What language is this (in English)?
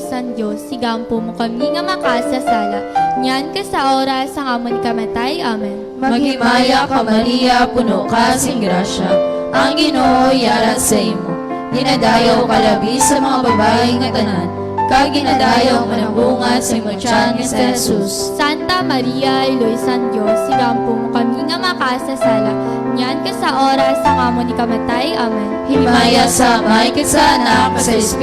Hiligaynon